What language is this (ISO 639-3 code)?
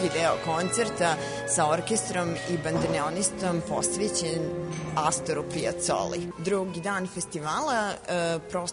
srp